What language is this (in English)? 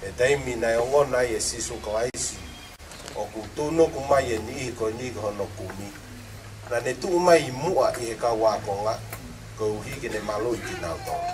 Tongan